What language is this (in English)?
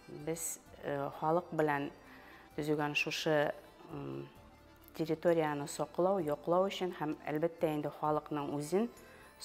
Bashkir